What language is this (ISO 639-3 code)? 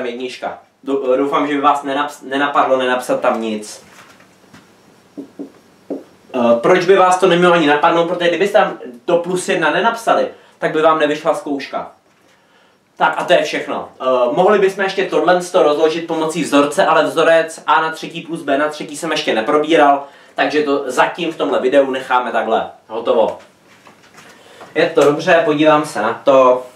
ces